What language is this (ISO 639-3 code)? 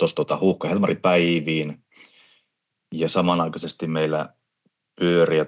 fin